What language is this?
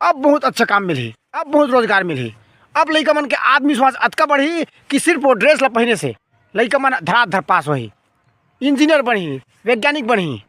Chhattisgarhi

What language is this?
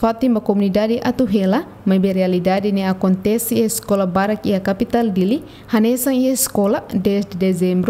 Tetum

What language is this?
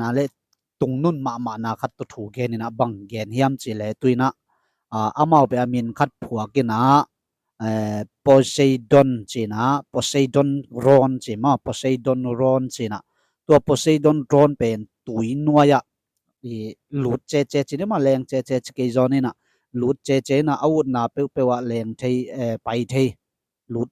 Tedim Chin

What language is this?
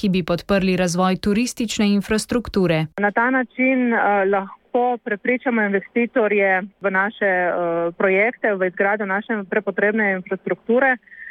Slovenian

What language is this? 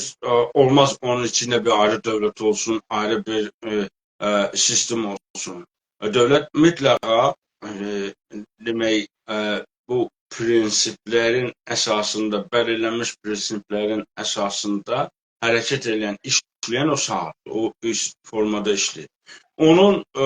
South Azerbaijani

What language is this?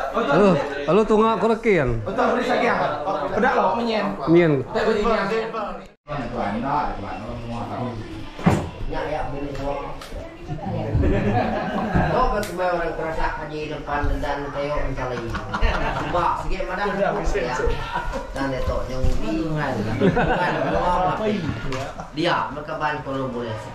Malay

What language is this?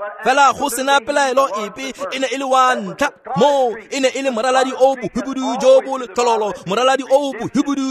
Tswana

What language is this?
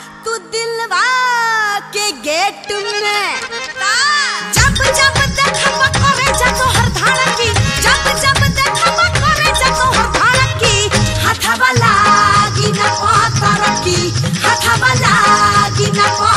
Bhojpuri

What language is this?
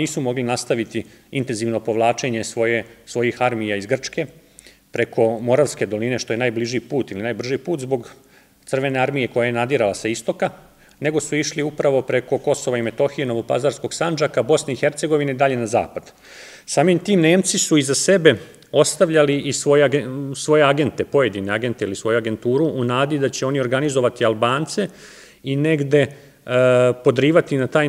Serbian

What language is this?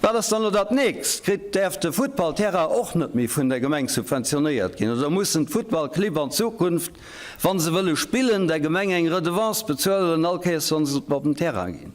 Luxembourgish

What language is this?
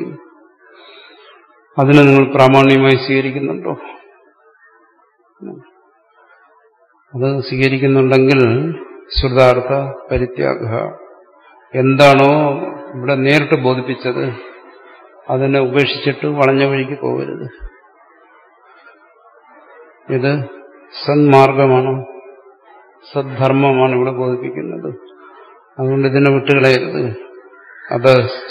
Malayalam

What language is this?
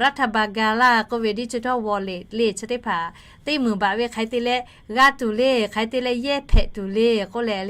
Lahu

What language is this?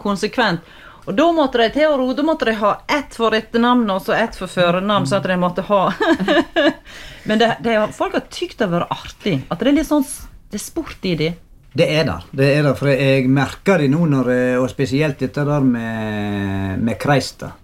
Norwegian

